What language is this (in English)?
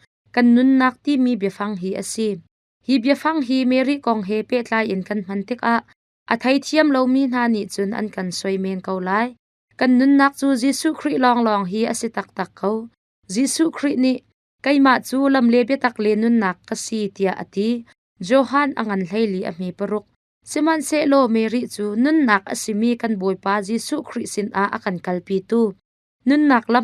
Hakha Chin